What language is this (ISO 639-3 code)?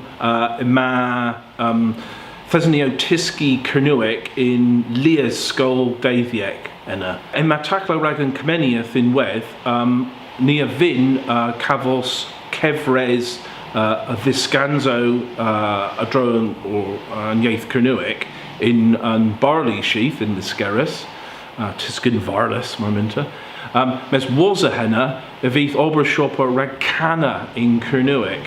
cor